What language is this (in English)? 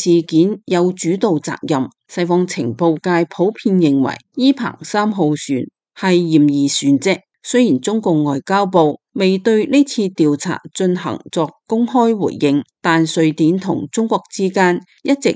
Cantonese